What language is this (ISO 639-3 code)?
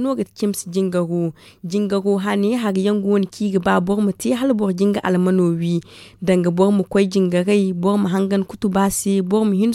dje